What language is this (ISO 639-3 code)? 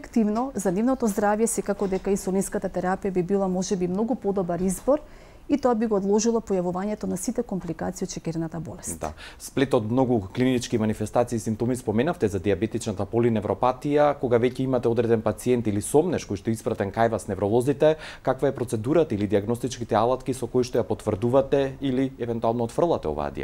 mkd